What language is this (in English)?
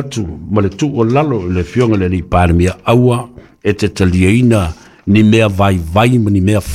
Samoan